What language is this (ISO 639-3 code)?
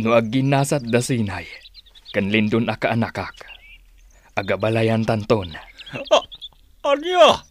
ilo